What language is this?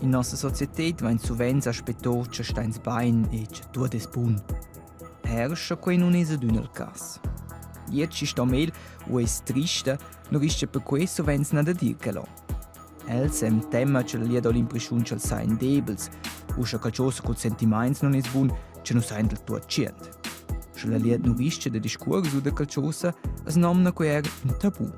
Romansh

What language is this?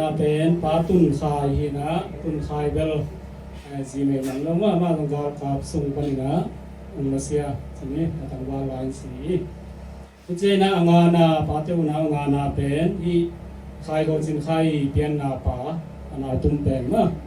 Tedim Chin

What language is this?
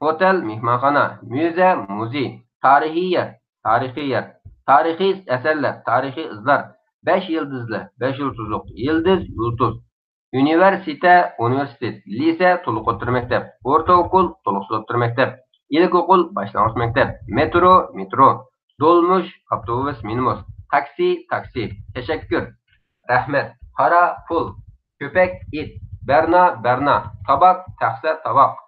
Uyghur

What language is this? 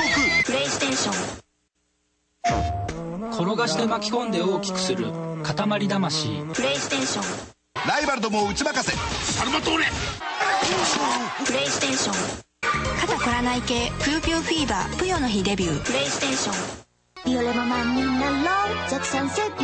Japanese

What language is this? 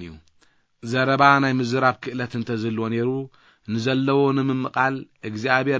Tigrinya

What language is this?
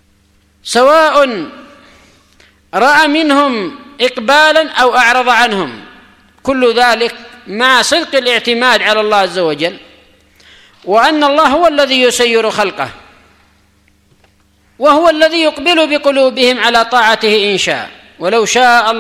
Arabic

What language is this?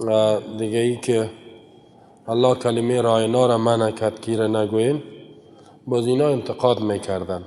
Persian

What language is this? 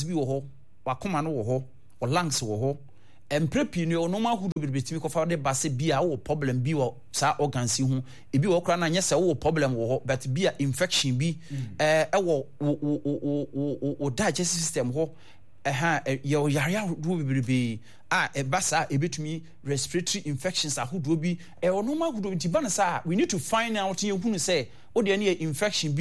Akan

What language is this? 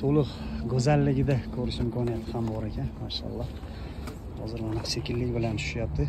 Uzbek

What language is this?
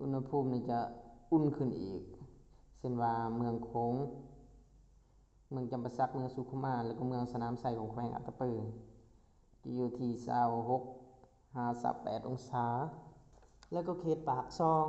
Lao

